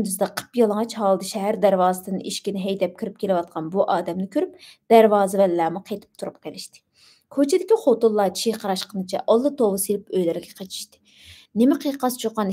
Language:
Uyghur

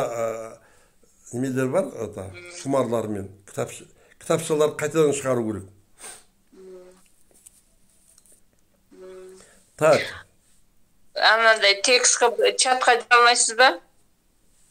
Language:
Kazakh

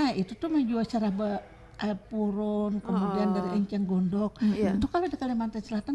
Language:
Banjar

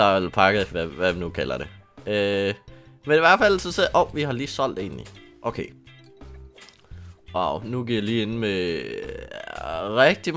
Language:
Danish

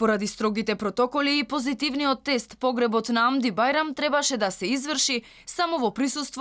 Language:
Macedonian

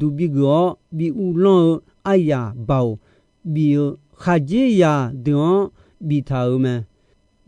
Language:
Akha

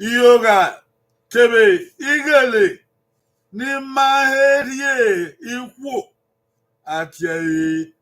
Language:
Bini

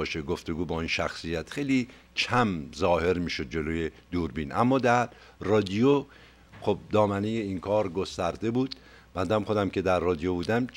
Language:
Persian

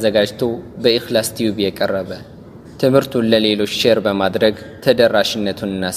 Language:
Amharic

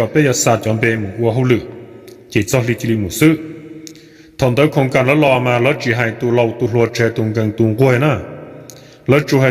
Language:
Hmong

